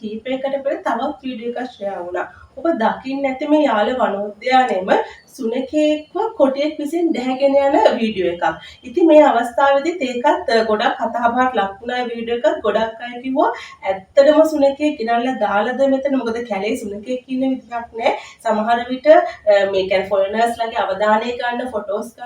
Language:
Sinhala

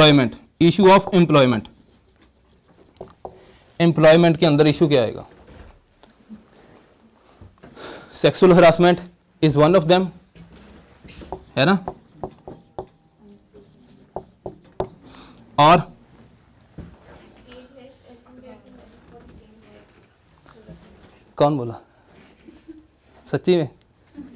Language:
Hindi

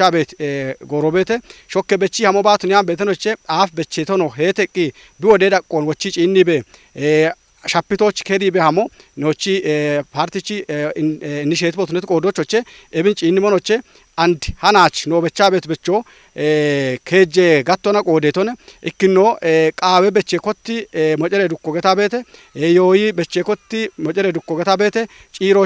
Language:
Kafa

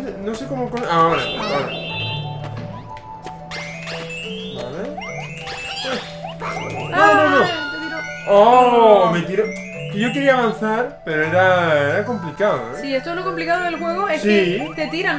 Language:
Spanish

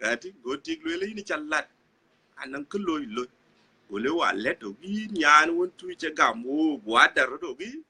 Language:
Dinka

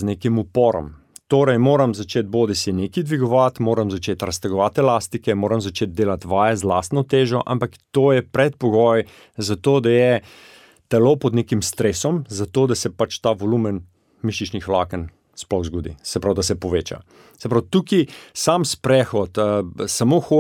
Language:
Slovenian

